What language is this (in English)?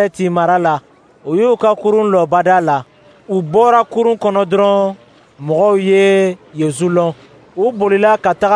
Dyula